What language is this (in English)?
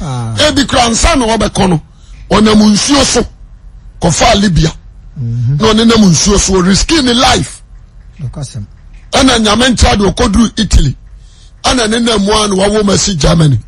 Akan